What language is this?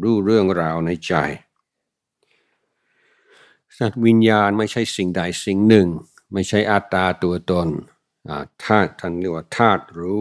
Thai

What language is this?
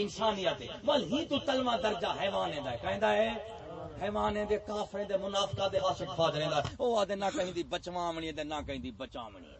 Saraiki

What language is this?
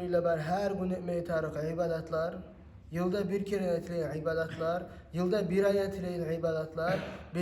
Kumyk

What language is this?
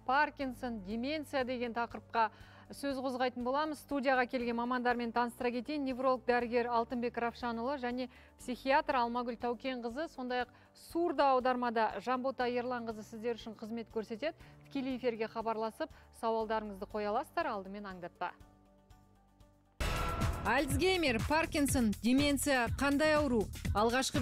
Kazakh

